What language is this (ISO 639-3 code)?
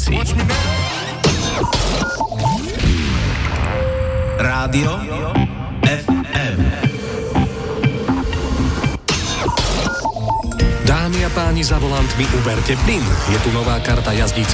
slk